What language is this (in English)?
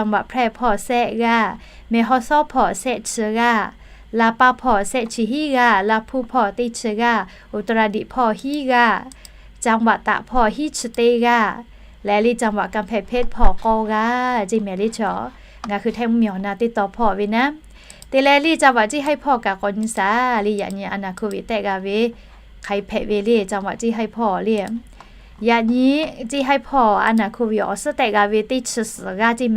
Lahu